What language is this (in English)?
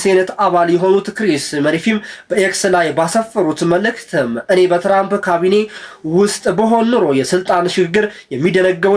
Amharic